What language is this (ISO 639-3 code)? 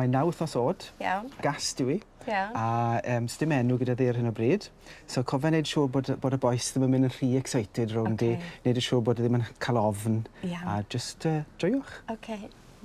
cym